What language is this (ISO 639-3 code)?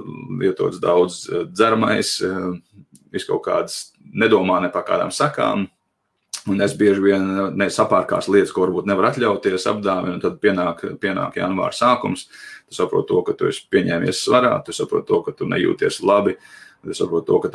lav